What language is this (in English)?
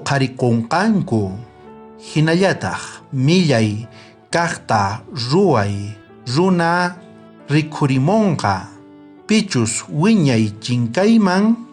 South Bolivian Quechua